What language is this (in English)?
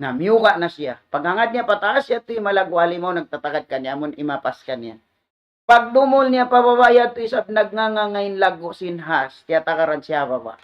Tausug